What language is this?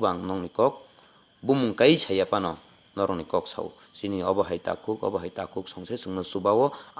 Kok Borok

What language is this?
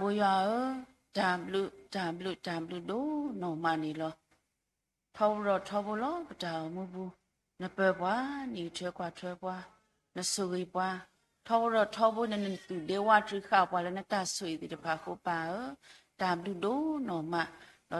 S'gaw Karen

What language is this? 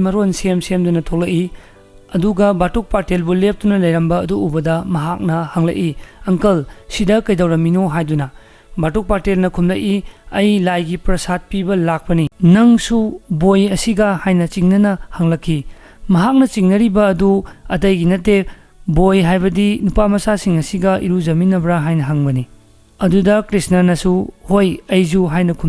Manipuri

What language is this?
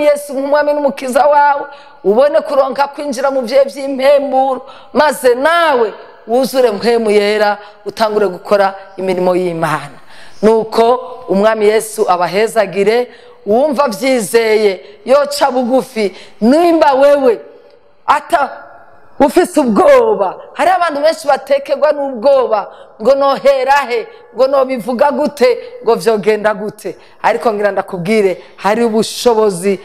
Rundi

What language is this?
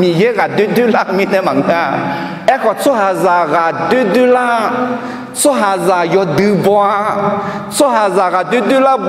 Akha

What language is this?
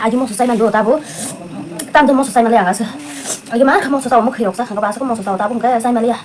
Kok Borok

